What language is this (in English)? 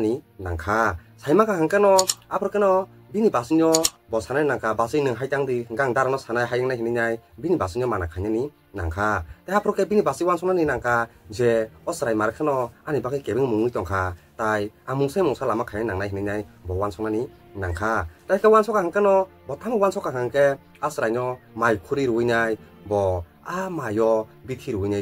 Kok Borok